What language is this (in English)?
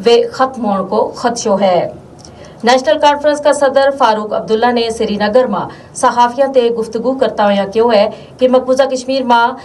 Gujari